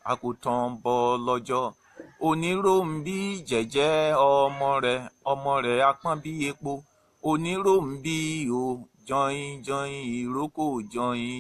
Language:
Yoruba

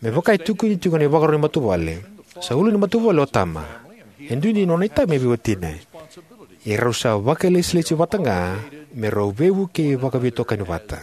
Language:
Fijian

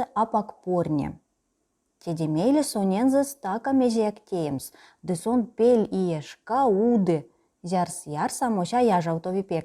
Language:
Erzya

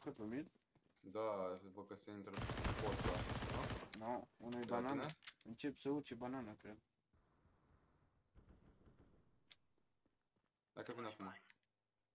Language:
Romanian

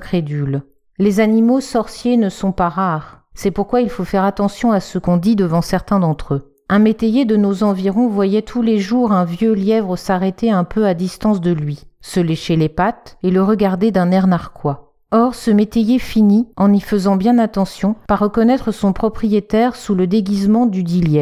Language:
French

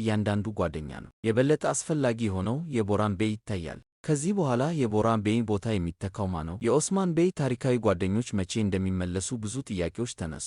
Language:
Amharic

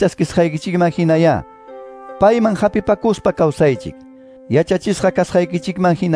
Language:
Quechua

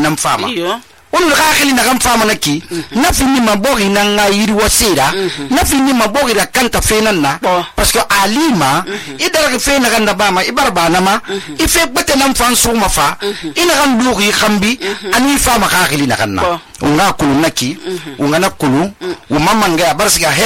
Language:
Susu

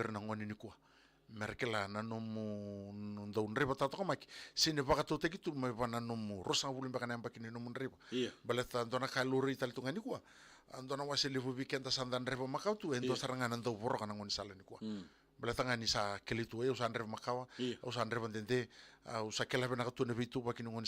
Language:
Fijian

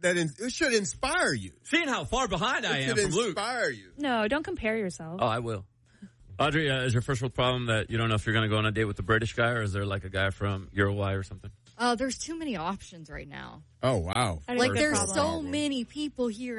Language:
English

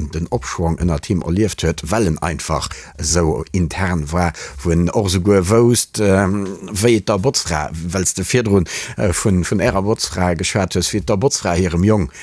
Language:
Luxembourgish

